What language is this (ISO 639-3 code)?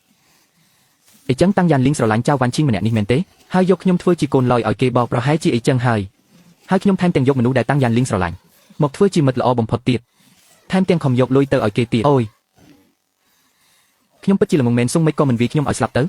khm